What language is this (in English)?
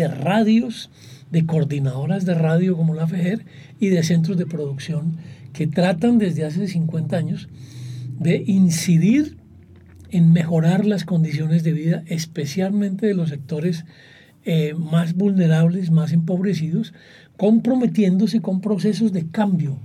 Spanish